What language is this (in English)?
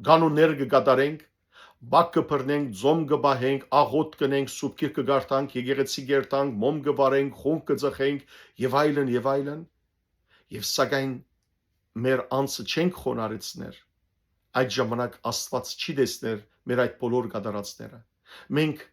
Western Armenian